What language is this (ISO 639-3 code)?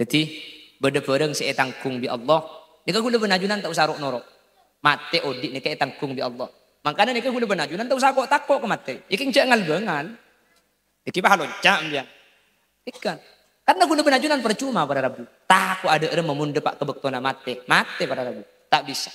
mad